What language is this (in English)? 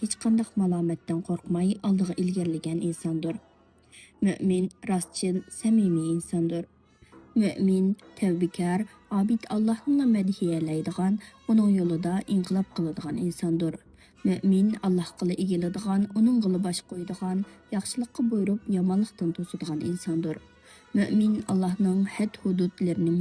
Uyghur